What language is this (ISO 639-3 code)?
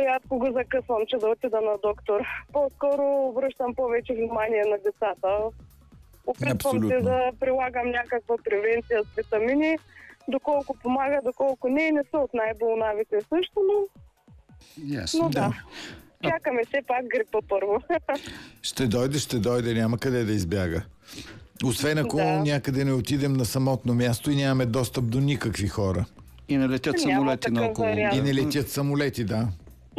bul